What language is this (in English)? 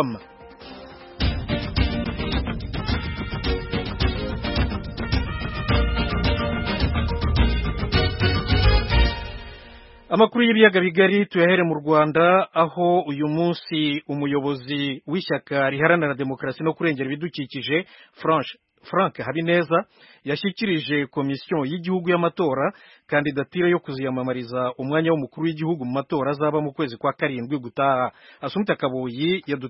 Kinyarwanda